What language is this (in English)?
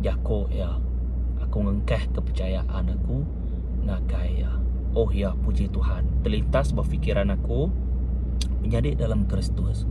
Iban